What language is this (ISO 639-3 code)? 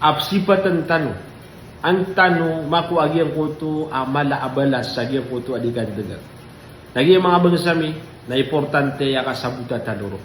mrw